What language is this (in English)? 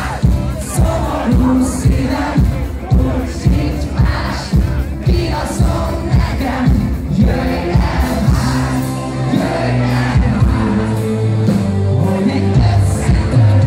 Hungarian